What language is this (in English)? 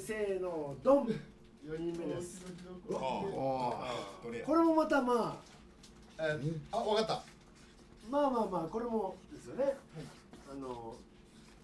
Japanese